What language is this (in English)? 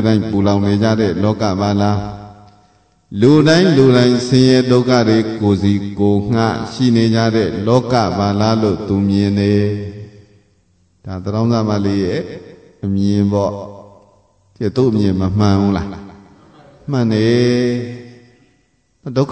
Burmese